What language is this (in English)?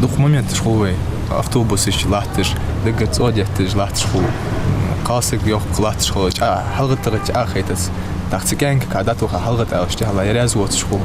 Ingush